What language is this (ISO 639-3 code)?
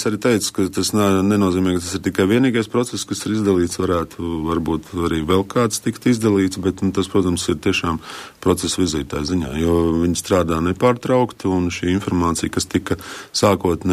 lav